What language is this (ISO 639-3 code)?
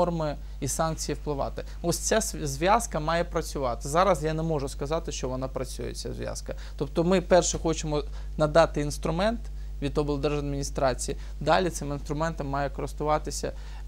ukr